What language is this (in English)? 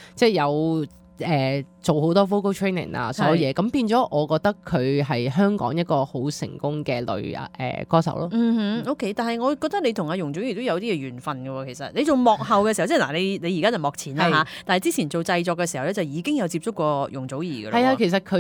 Cantonese